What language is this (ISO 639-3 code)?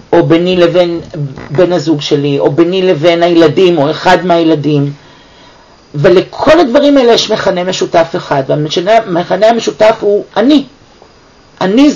heb